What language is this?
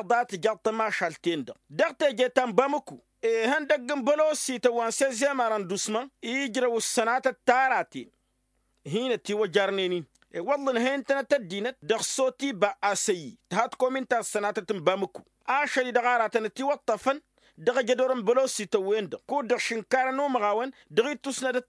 Tamasheq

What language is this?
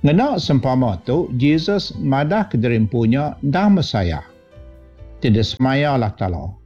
Iban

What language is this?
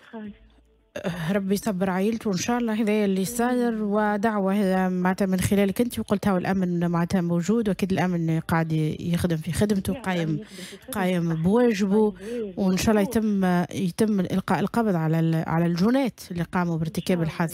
Tunisian Arabic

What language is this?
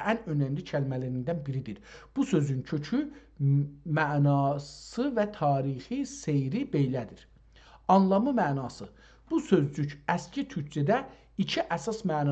South Azerbaijani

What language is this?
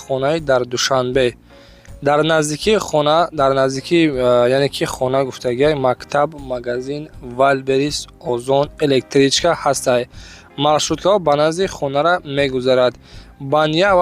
Tajik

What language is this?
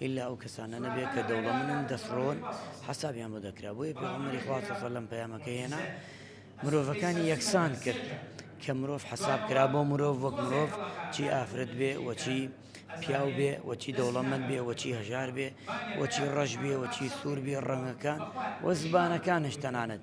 Central Kurdish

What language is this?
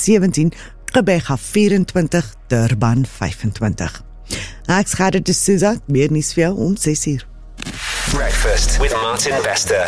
Afrikaans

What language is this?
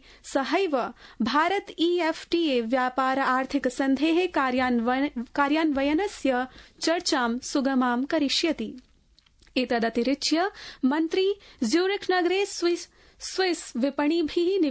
Sanskrit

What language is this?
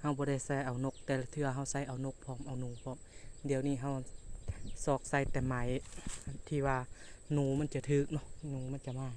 Lao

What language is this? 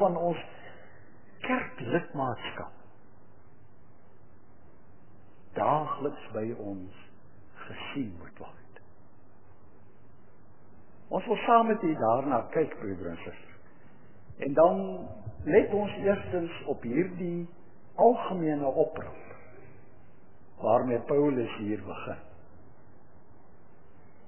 Afrikaans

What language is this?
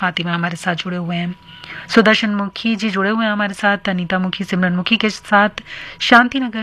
Hindi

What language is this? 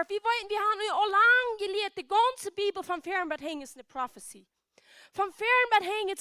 Plautdietsch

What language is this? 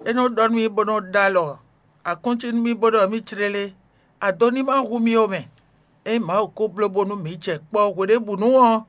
Fon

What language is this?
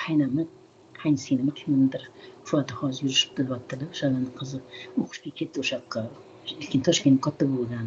Uzbek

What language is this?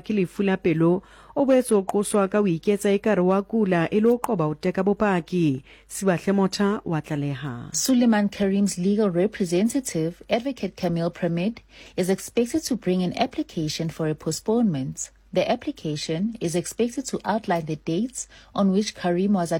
Southern Sotho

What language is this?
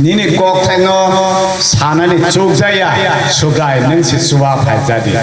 Kok Borok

